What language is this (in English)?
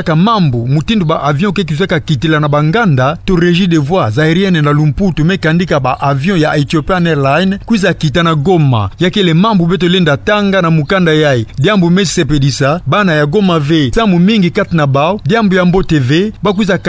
Kituba (Democratic Republic of Congo)